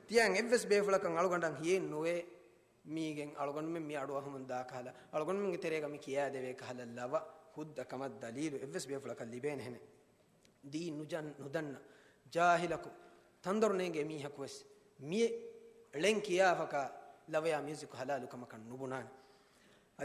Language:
Divehi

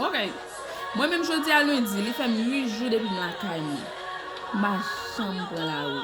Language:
Haitian Creole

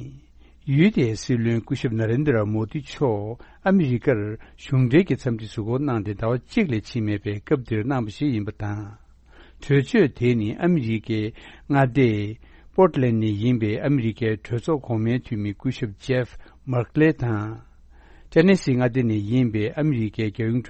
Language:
Tibetan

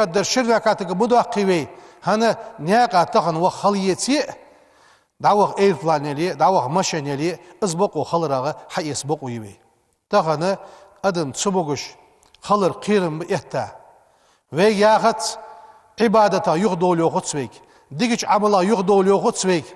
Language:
Ingush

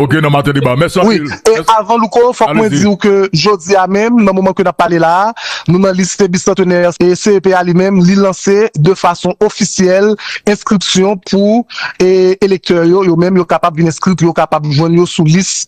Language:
Haitian Creole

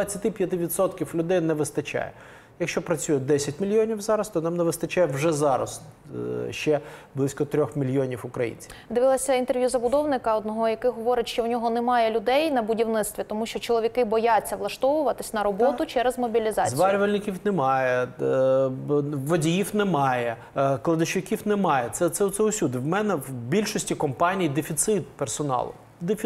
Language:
Ukrainian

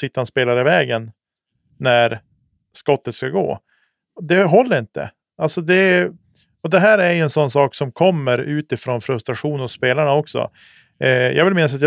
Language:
Swedish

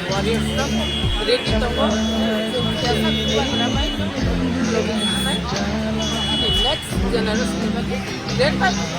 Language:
Kok Borok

